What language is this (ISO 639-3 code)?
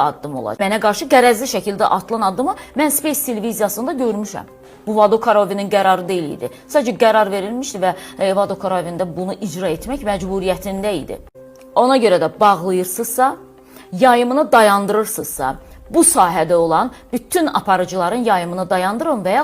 aze